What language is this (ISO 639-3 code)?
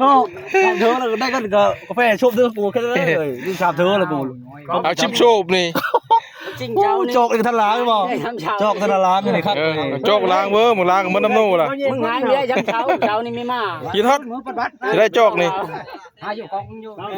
tts